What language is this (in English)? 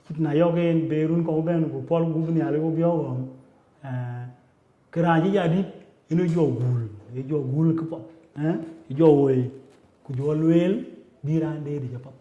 Dinka